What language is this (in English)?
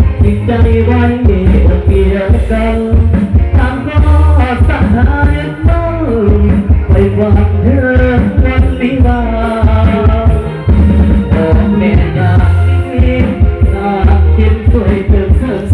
Thai